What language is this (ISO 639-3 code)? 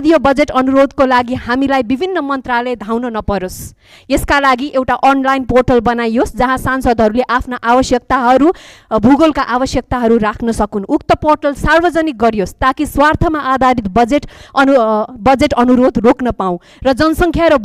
nep